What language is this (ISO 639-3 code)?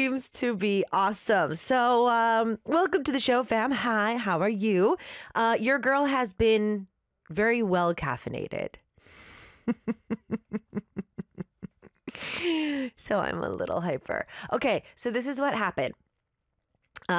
eng